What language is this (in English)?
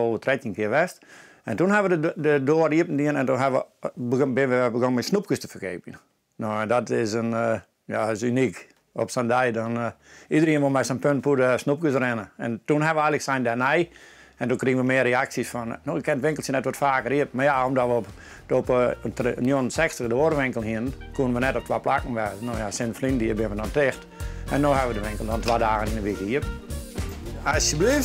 Western Frisian